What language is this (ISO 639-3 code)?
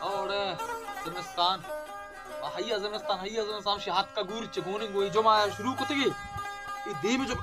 bal